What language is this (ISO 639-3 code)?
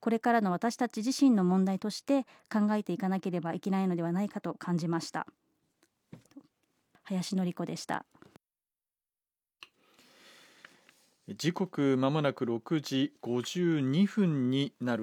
jpn